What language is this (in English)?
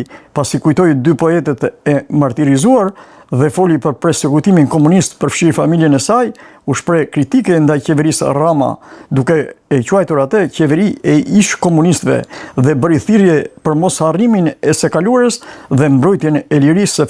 Albanian